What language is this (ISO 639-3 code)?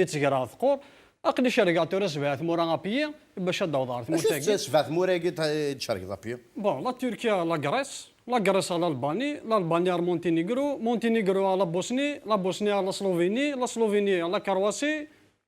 kab